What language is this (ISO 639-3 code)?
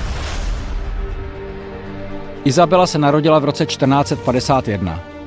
ces